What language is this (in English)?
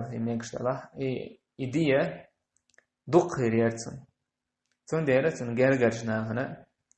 Chechen